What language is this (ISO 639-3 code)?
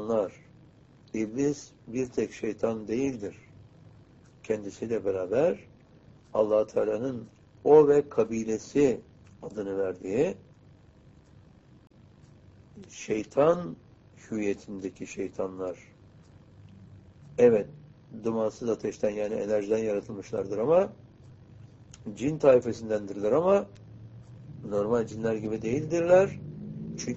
tur